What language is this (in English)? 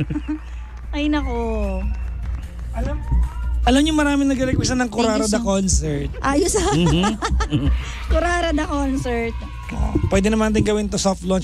Filipino